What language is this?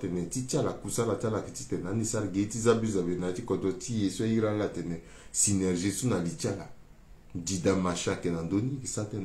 Sango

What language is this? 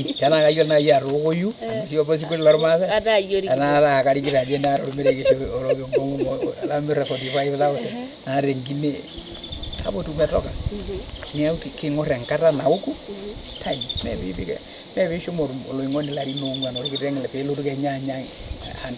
Masai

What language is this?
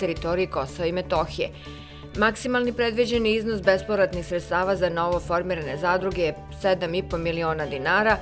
Serbian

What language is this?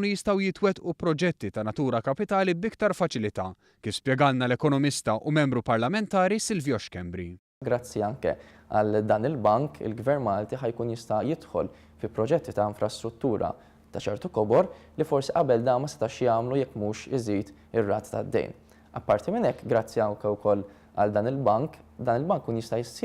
Maltese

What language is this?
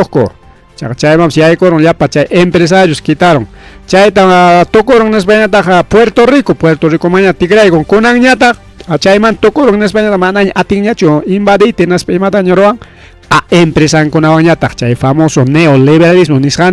Ayacucho Quechua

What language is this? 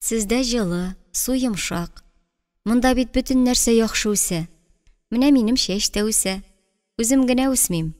Tatar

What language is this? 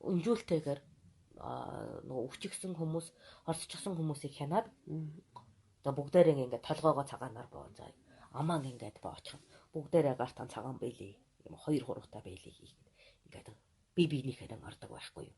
Mongolian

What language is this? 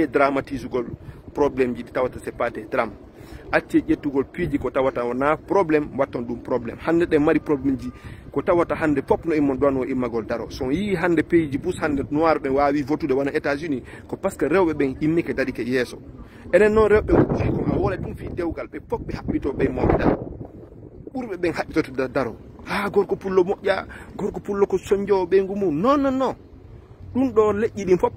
Fula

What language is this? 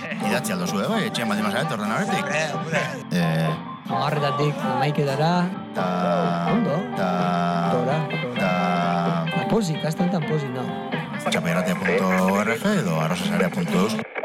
Basque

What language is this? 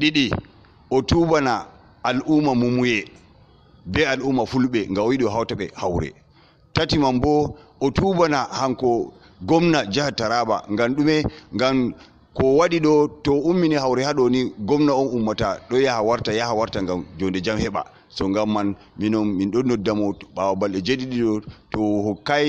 Fula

